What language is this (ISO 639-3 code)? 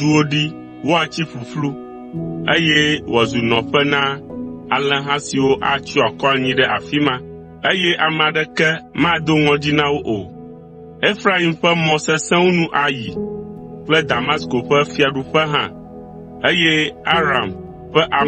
ewe